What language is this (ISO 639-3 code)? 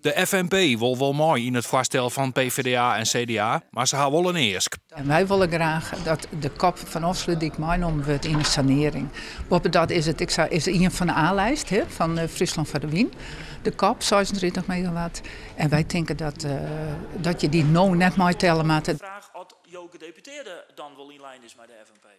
fry